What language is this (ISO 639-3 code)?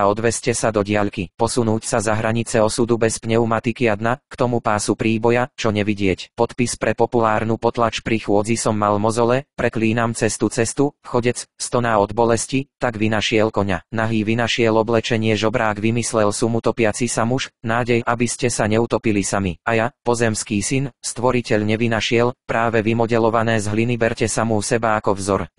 slk